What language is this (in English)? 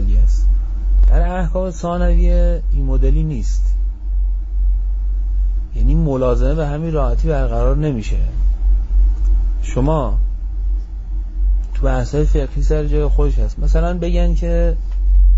Persian